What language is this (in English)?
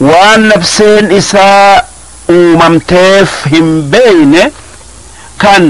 Oromo